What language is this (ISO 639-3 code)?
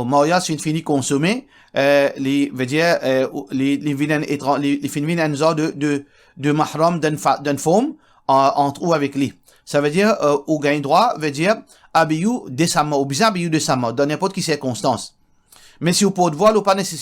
mfe